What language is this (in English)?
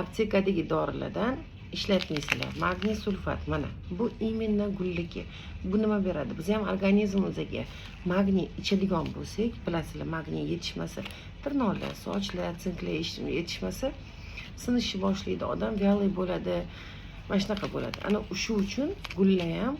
Uzbek